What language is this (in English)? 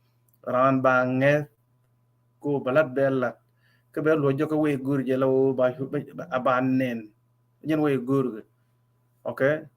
Nuer